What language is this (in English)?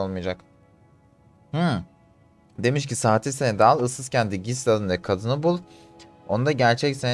Turkish